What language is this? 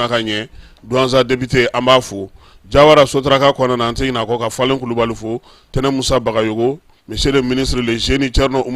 Bambara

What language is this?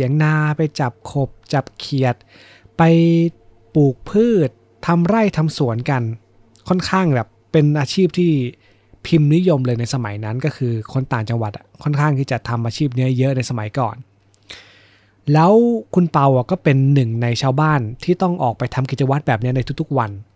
Thai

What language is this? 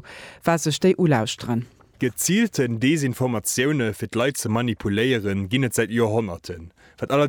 Luxembourgish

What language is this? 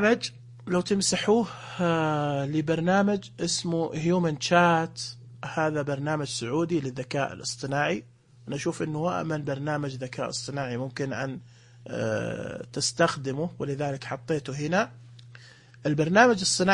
Najdi Arabic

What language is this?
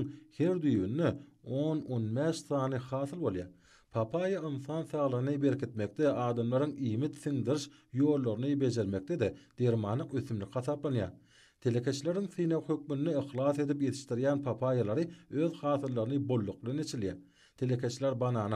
Turkmen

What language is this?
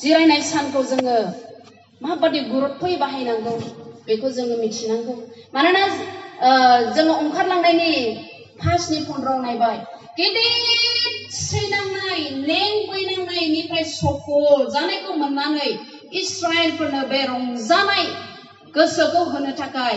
Bodo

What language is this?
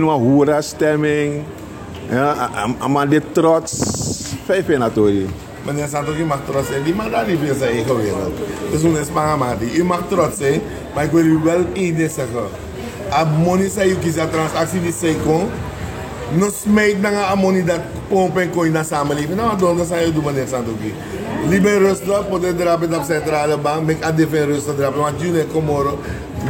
Sranan Tongo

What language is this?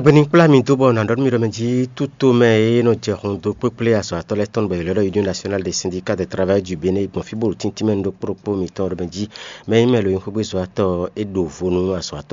Fon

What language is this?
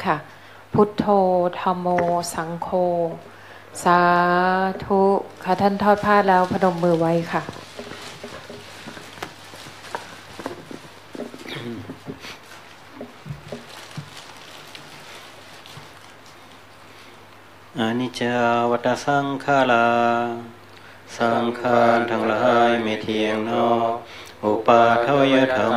Thai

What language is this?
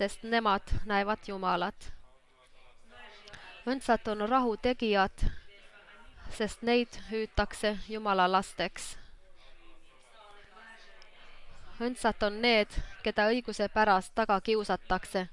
Estonian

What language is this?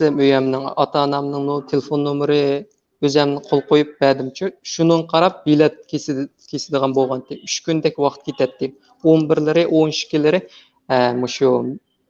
Uyghur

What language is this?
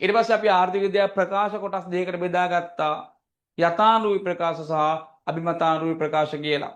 Sinhala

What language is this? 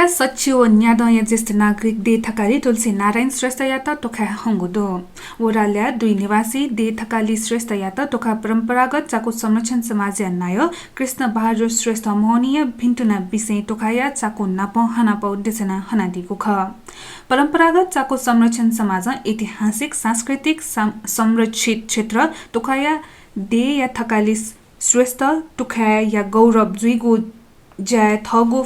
Newari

